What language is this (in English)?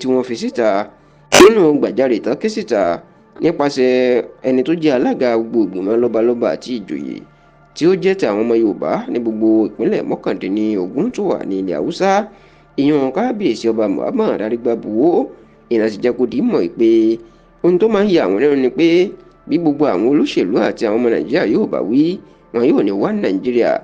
Yoruba